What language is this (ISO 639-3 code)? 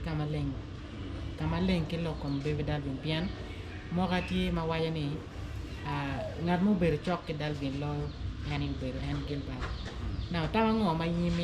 ach